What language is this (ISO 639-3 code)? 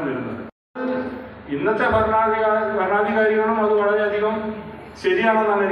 mal